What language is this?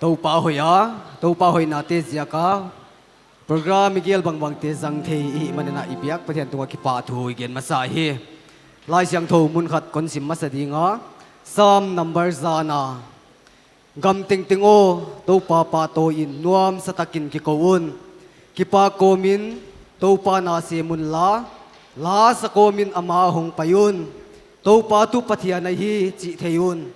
Paite Chin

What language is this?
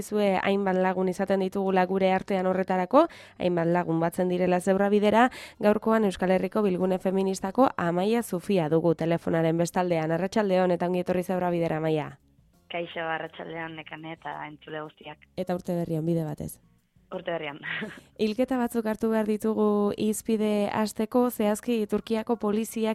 Basque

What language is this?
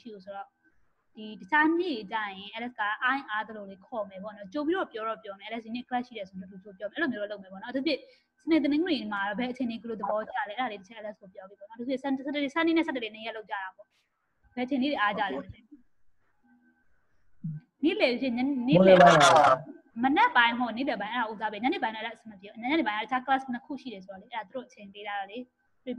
Burmese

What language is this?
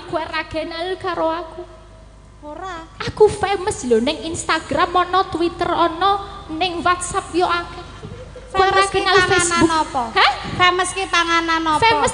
Javanese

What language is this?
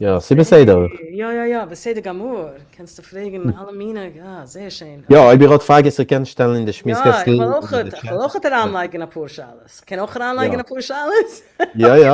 Yiddish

